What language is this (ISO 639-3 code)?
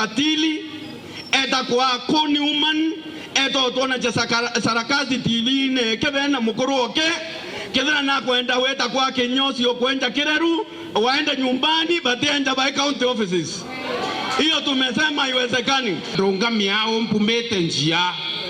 mer